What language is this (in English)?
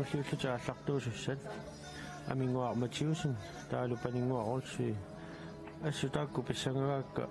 Kalaallisut